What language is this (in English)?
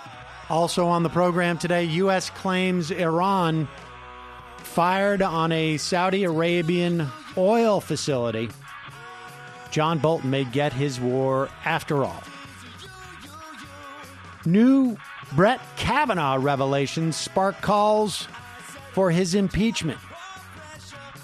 English